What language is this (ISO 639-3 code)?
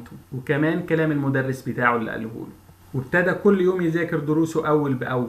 arz